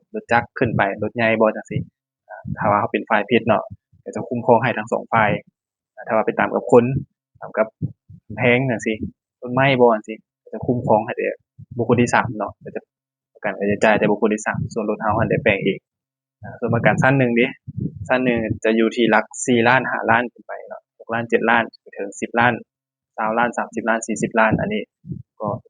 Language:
Lao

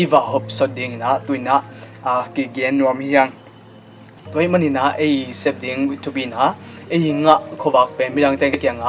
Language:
Tedim Chin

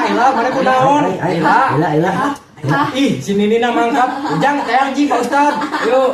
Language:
Sundanese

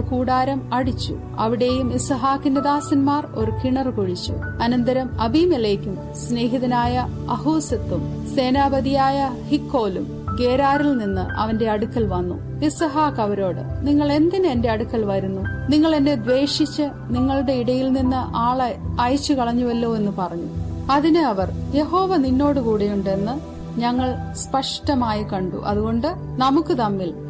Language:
Malayalam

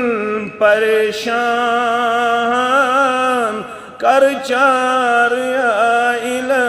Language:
Kashmiri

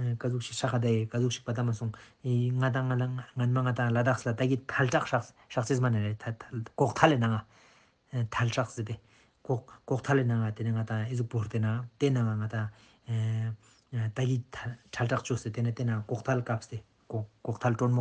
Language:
Ladakhi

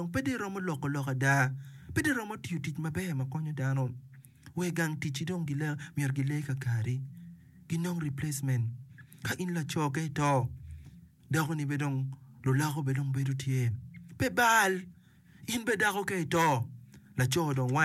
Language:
Acoli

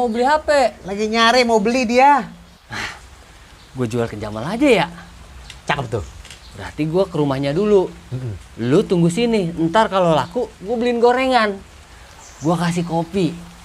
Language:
Betawi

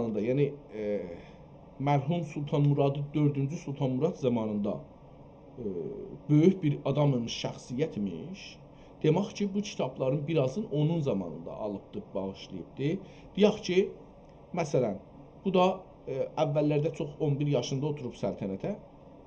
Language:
South Azerbaijani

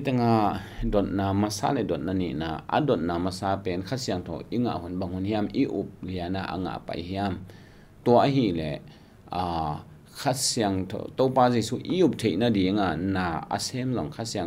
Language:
Tedim Chin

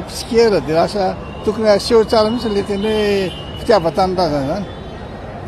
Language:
Malagasy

